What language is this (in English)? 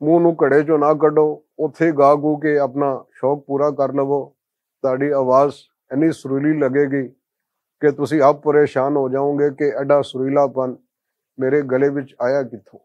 Western Panjabi